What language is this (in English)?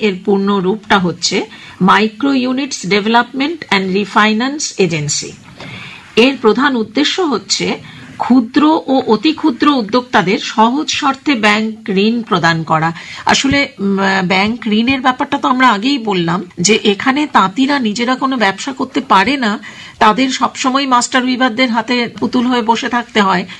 Bangla